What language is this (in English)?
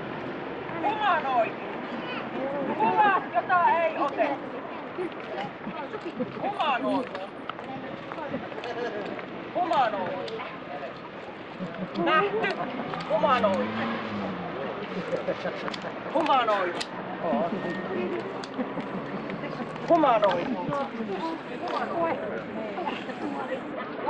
Finnish